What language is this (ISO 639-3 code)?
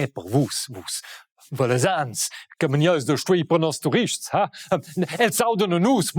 roh